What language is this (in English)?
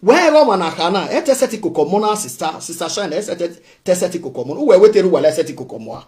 Nigerian Pidgin